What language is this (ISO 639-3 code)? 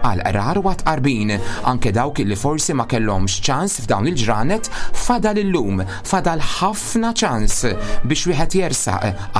mlt